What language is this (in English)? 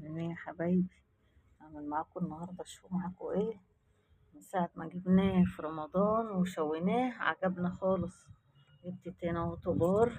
Egyptian Arabic